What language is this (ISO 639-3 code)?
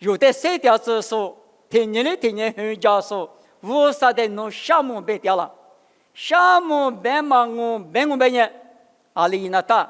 lis